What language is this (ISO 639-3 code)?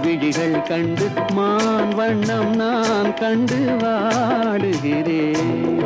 tam